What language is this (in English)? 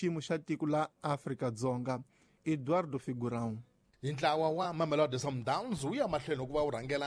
Tsonga